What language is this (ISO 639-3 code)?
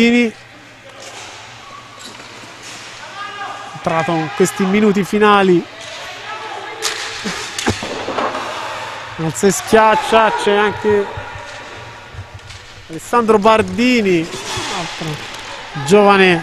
ita